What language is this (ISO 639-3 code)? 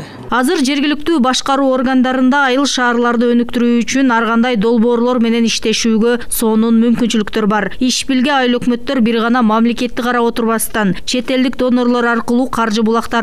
kir